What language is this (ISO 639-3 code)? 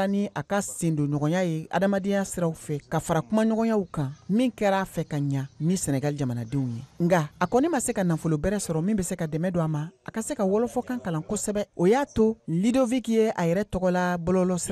bam